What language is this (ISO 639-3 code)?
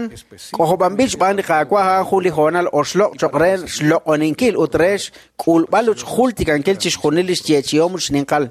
kek